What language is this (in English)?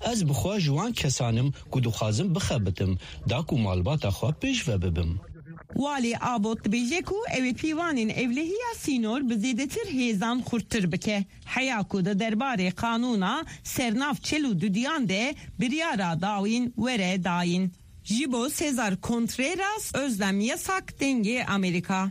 Kurdish